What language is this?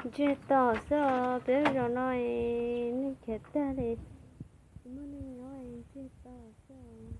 Hmong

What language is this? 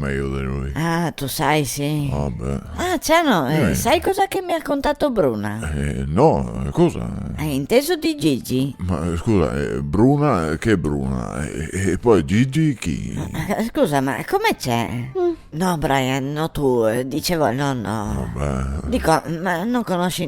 Venetian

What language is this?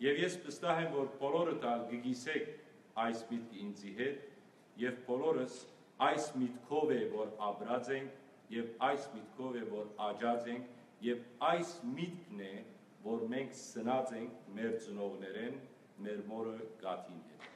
Western Armenian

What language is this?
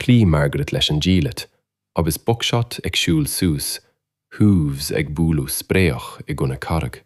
Irish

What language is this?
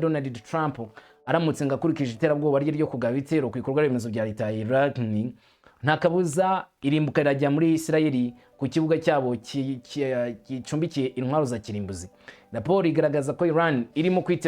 Kinyarwanda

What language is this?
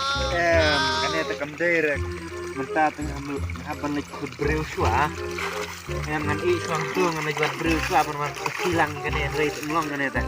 Khasi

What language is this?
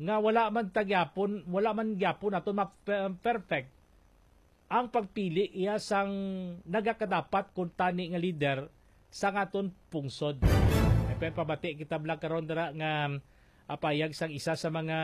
Hiligaynon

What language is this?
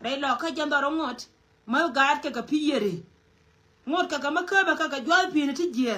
Nuer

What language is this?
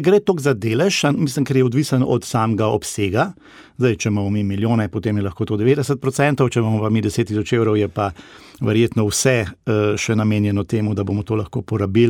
Slovenian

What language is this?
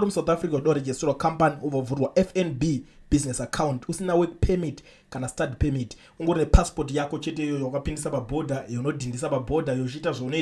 Shona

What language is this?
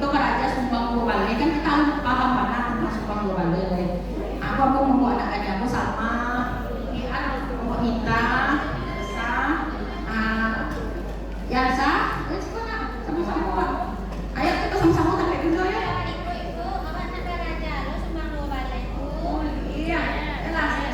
Minangkabau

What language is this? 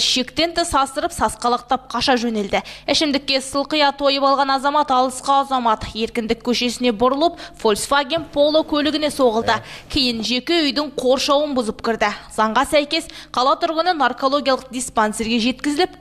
Kazakh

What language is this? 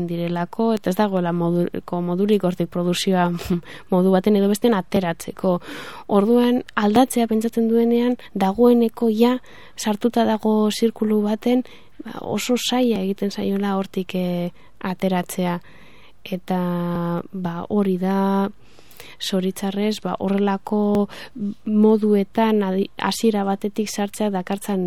Basque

